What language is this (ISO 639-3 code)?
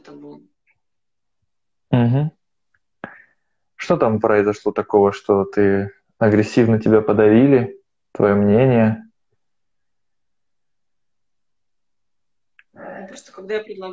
rus